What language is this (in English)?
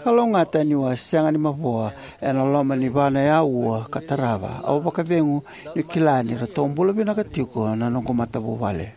Fijian